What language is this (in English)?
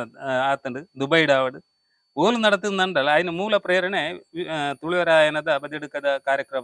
Tulu